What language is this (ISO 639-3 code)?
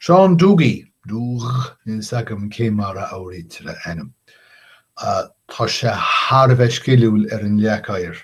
gle